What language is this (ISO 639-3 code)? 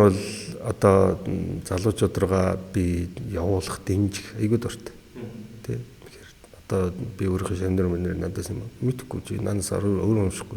mon